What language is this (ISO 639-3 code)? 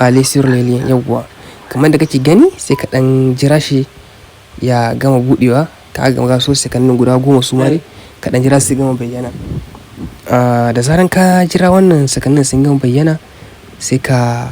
hau